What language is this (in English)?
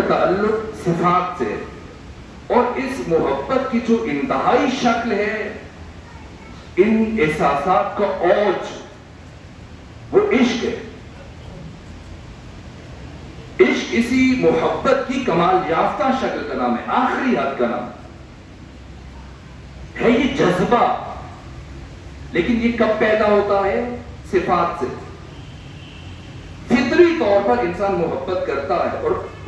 Urdu